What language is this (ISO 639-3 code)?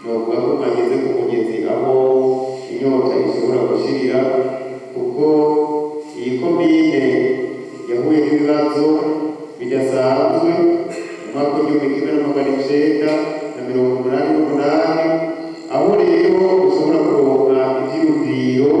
run